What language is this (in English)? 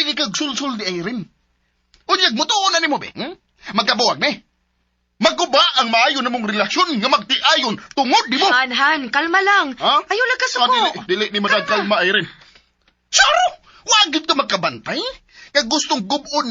Cebuano